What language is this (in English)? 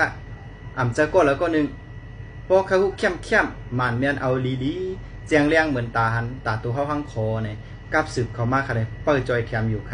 Shan